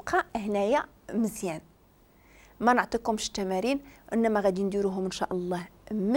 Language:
Moroccan Arabic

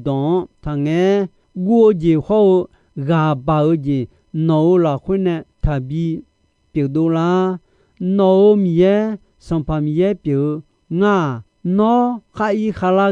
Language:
Akha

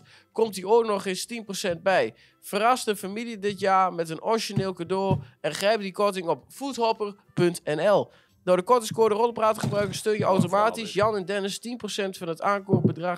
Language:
Dutch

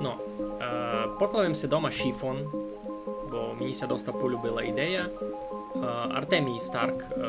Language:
Rusyn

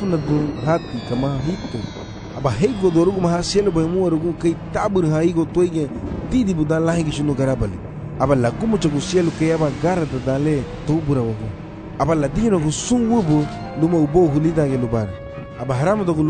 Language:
Garifuna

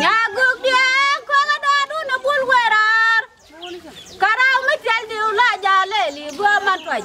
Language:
Nuer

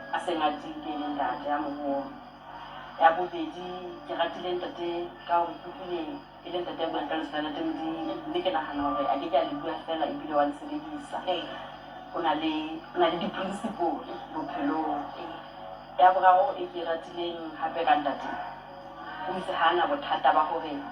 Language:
Southern Sotho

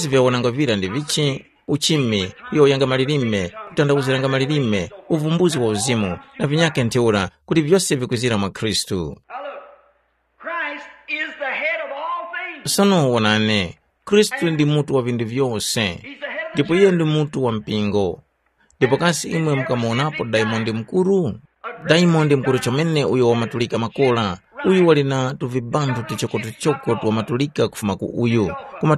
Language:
Tumbuka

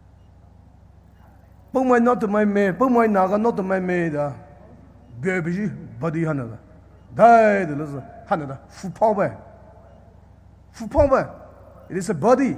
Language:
Poumei Naga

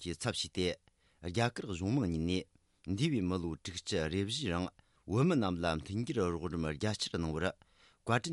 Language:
Tibetan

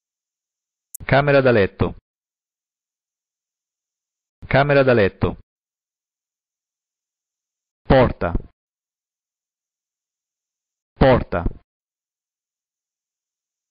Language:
Italian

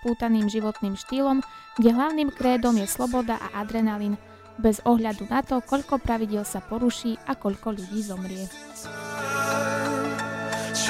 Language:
Slovak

